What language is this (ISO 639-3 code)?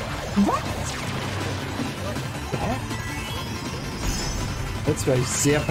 deu